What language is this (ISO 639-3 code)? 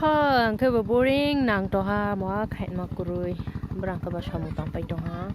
trp